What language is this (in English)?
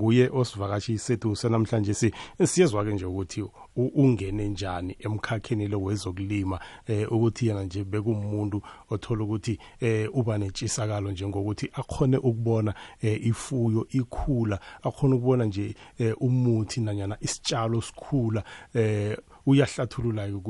South Ndebele